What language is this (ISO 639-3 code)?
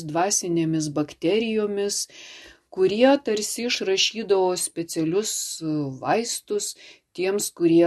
lit